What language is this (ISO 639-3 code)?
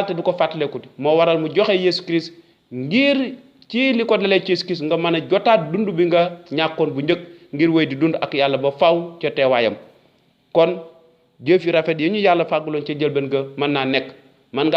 wol